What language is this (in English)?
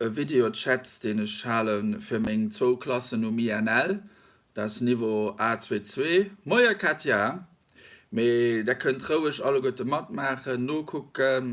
Luxembourgish